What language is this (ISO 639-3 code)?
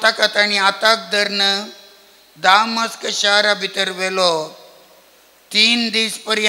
kok